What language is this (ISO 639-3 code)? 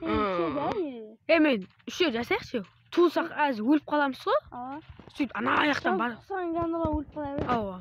kaa